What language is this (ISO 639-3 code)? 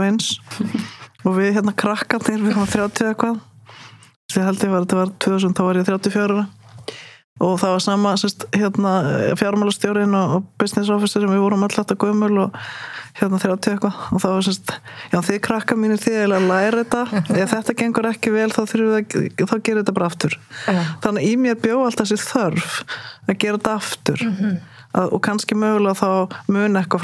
isl